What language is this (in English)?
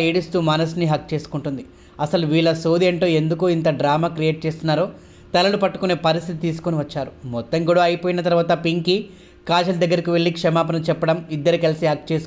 Telugu